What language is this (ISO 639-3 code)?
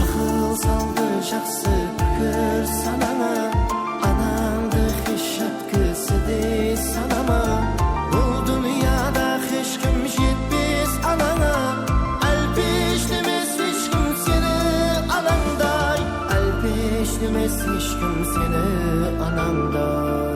kaa